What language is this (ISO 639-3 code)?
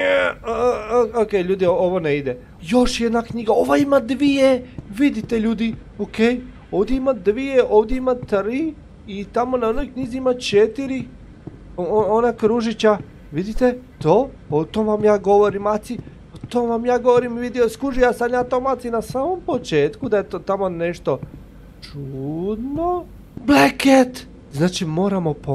hrv